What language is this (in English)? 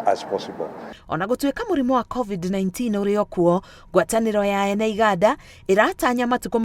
Kikuyu